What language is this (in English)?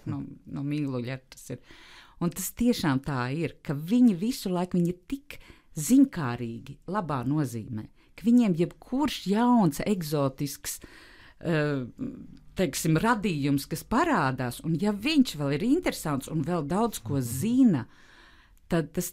Latvian